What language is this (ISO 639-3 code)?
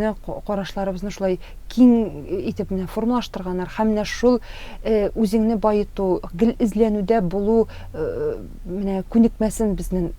tat